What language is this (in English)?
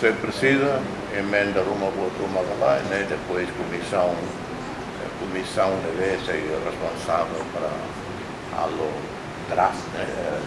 Tetum